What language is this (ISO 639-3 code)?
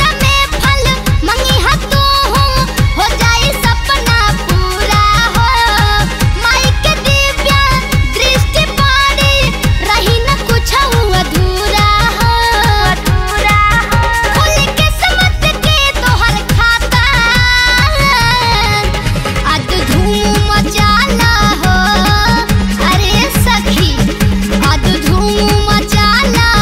bho